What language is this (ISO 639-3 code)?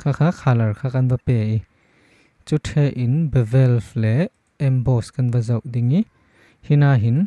cfm